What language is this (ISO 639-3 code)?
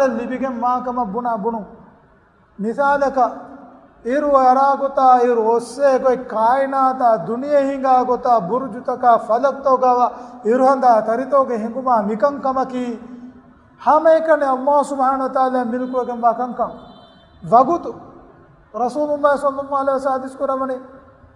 div